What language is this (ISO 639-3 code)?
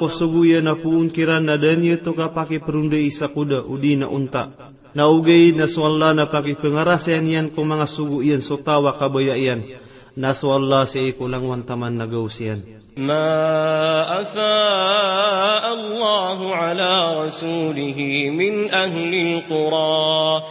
mrw